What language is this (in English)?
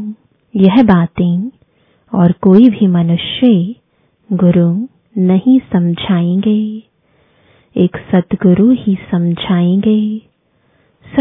Hindi